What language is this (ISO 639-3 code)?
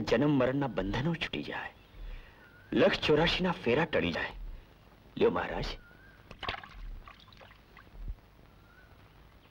guj